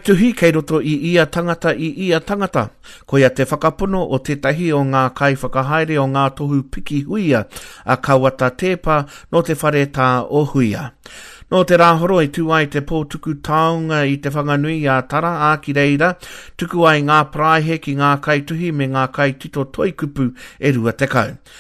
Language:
Māori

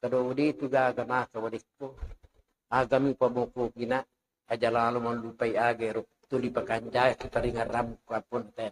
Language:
Buginese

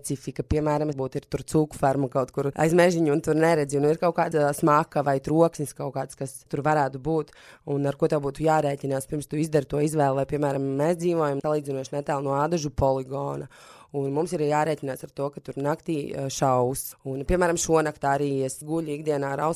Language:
Latvian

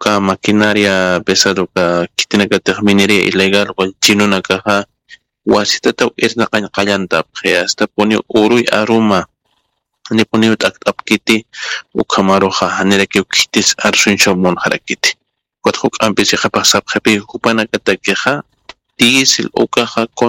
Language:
Aymara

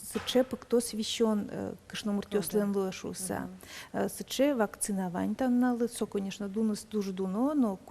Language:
Udmurt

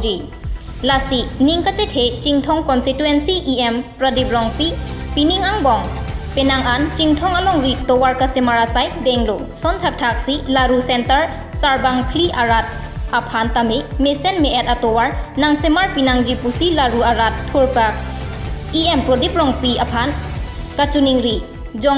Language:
Karbi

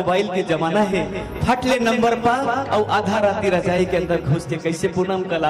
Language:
Chhattisgarhi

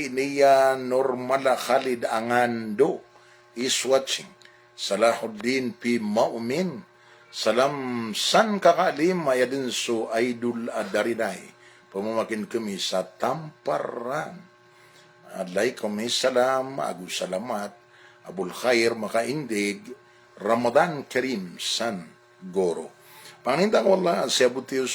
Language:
Maranao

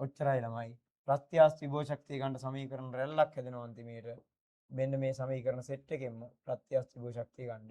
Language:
Sinhala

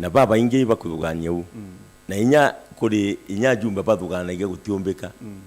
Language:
Meru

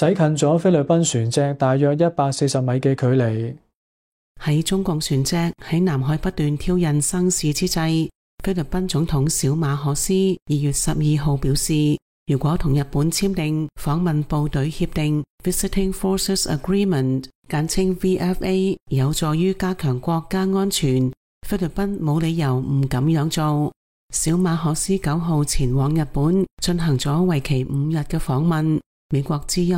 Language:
Cantonese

